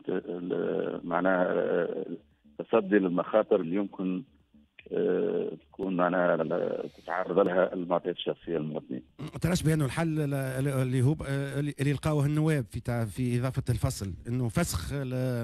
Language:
Tunisian Arabic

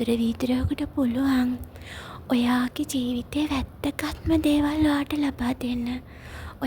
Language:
Sinhala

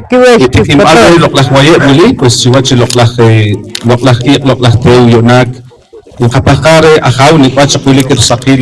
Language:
Poqomchi'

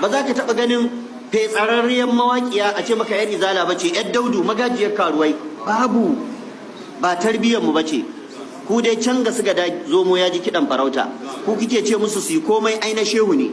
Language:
Hausa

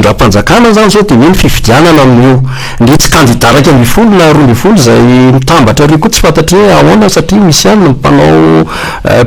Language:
Malagasy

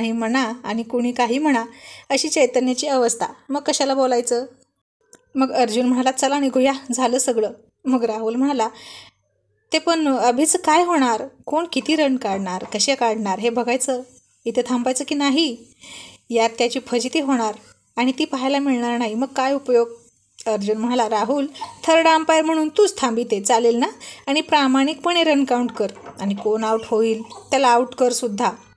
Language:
Marathi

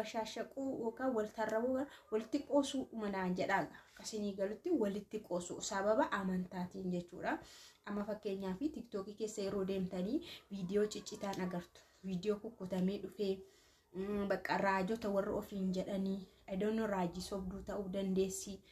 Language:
Oromo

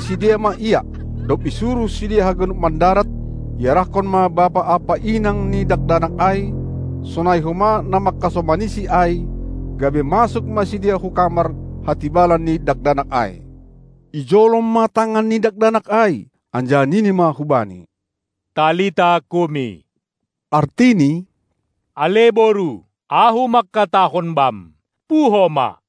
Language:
Batak Simalungun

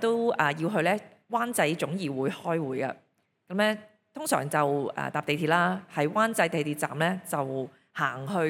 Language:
Cantonese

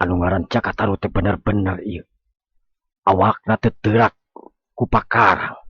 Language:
Sundanese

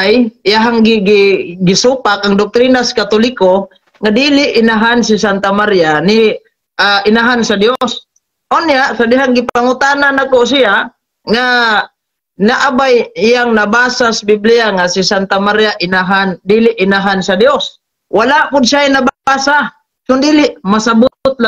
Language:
Cebuano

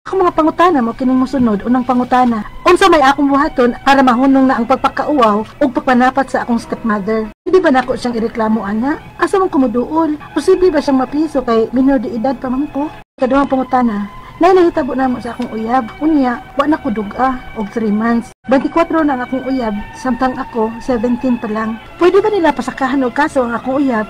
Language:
Cebuano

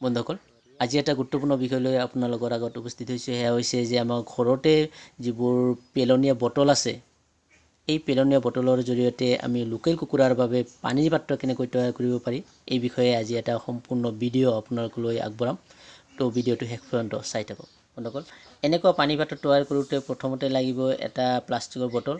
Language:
Assamese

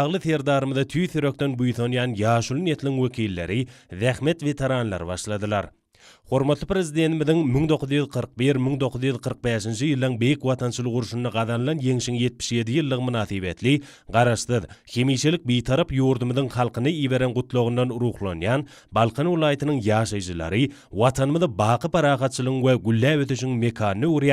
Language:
Turkmen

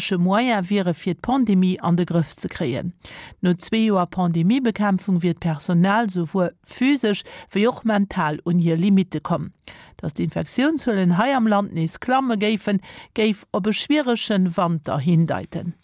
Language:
Luxembourgish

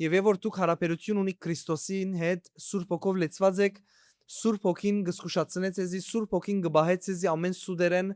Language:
Western Armenian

